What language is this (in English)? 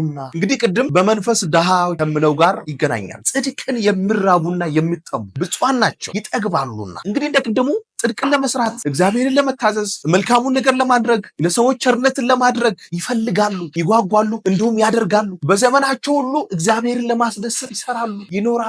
Amharic